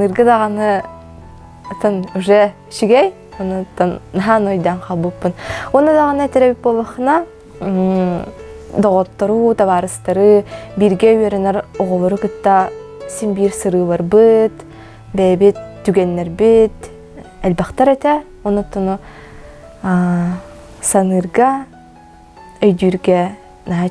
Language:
Yakut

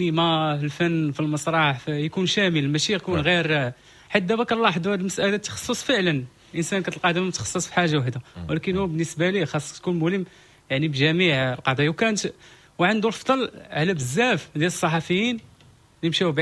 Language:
Moroccan Arabic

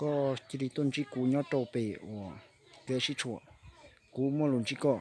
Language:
Hmong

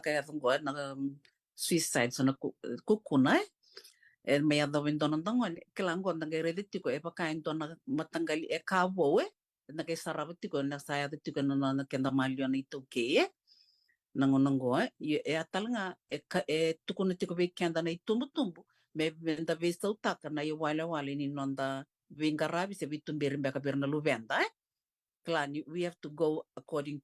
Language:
Fijian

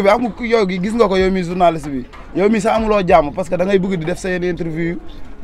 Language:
Wolof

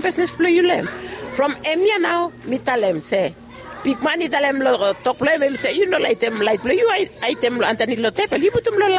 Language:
Bislama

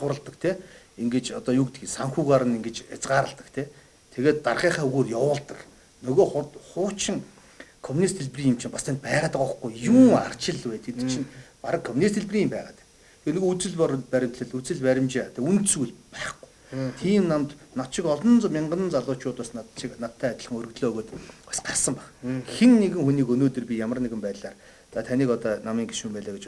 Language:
Mongolian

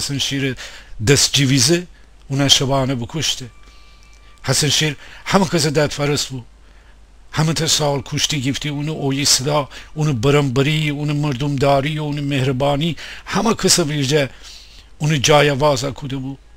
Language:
Gilaki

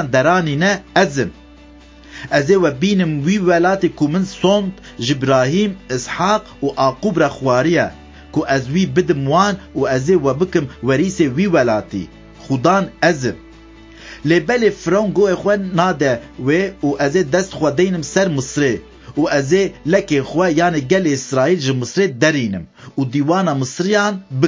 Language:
Kurdish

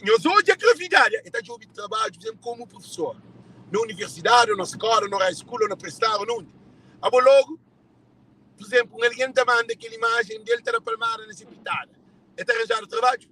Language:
Kabuverdianu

